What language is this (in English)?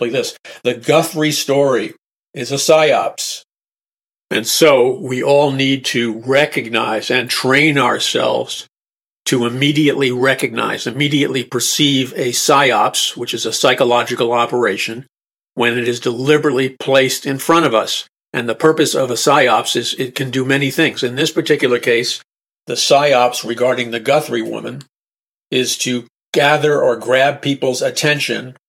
English